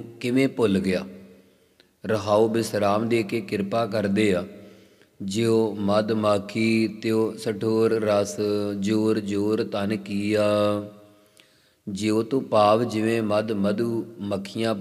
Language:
Punjabi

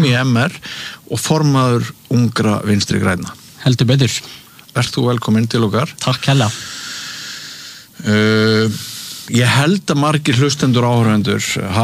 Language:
Icelandic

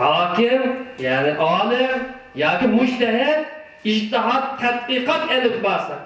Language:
Uyghur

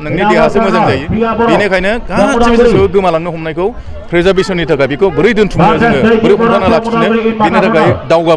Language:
Bodo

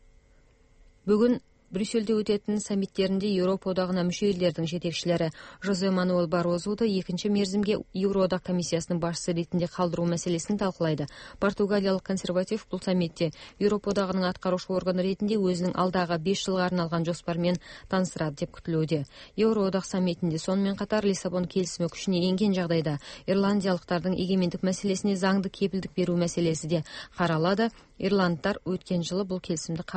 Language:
Kazakh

